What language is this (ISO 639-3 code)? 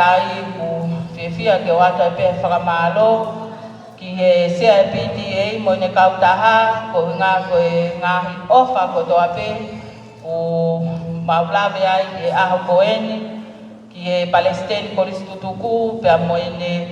ton